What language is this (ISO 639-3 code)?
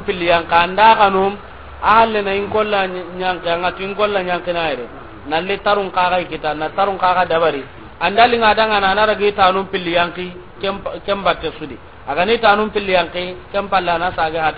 snk